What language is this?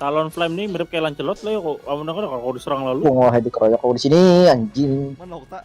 Banjar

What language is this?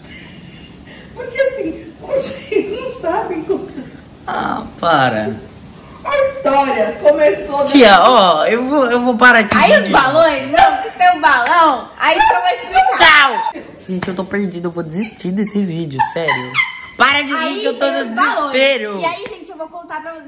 Portuguese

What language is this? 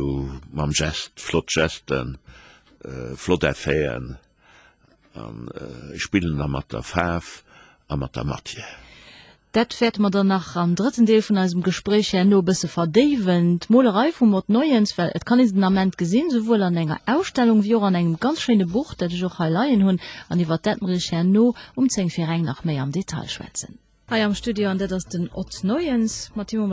Luxembourgish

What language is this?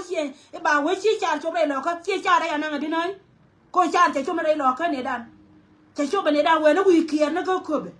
Nuer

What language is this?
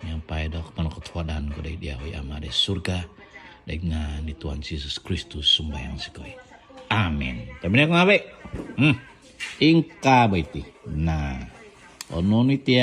Central Dusun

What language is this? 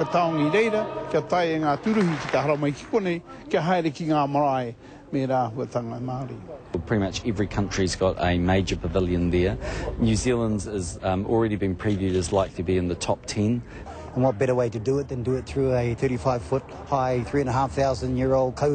Māori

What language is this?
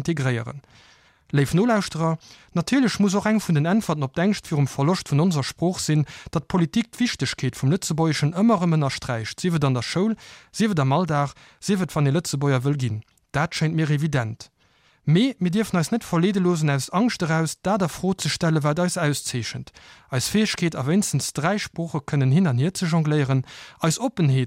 Luxembourgish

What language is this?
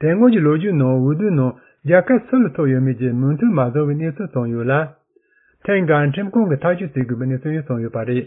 Tibetan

